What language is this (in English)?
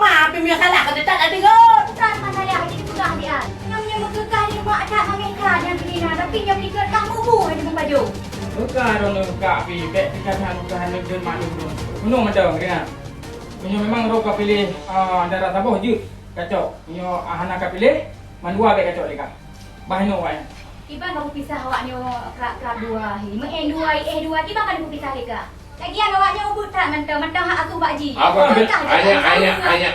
Achinese